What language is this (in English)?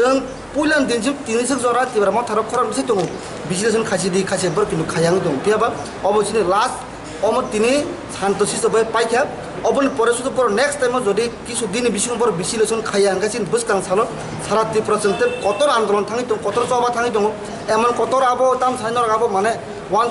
Kok Borok